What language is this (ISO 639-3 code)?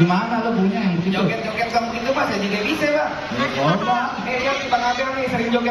bew